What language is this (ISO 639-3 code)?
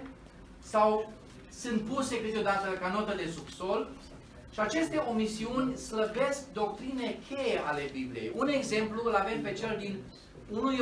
ron